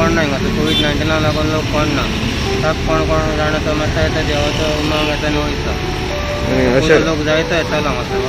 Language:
Konkani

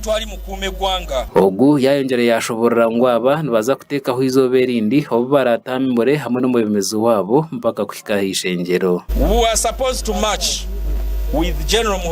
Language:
Nyankole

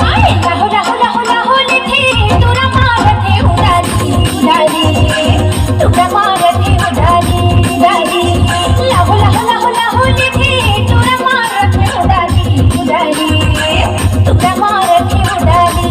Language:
Chhattisgarhi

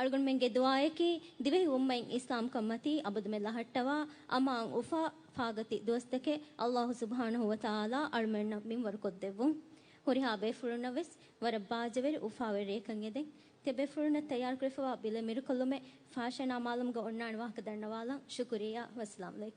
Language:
Divehi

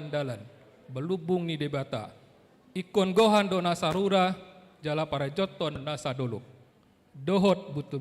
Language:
Batak Toba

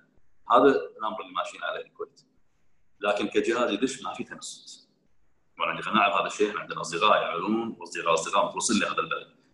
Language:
Gulf Arabic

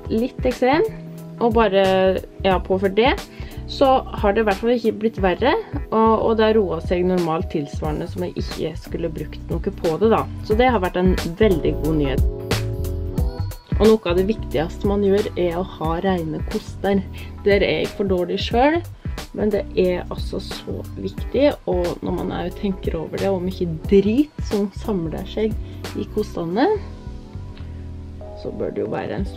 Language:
Norwegian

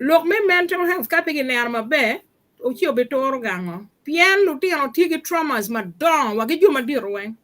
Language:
Acoli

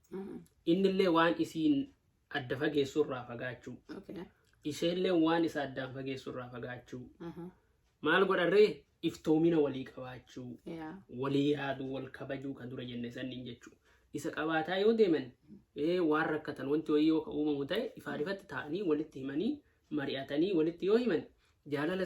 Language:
Oromo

